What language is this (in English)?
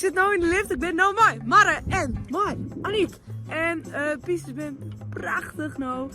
Western Frisian